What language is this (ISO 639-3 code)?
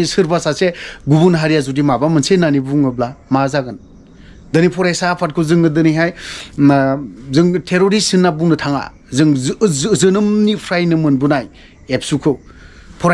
brx